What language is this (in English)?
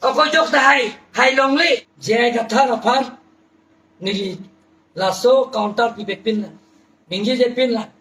Karbi